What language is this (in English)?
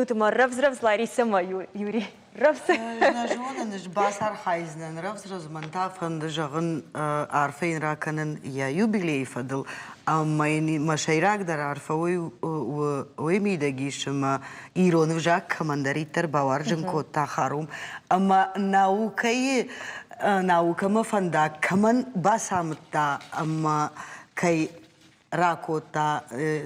Ossetic